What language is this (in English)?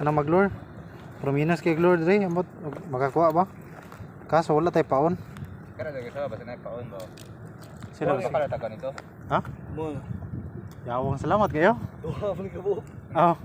Cebuano